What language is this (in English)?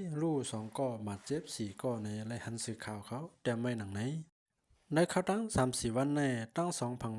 Shan